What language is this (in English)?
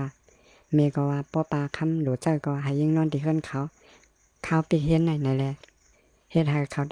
Shan